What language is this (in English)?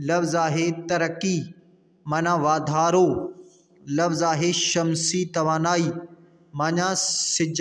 Sindhi